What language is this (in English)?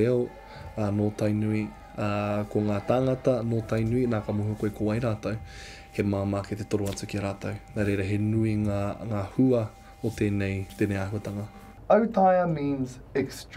Māori